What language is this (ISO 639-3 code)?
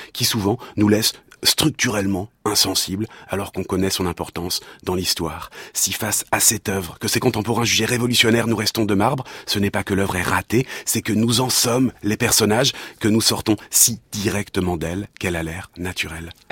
fra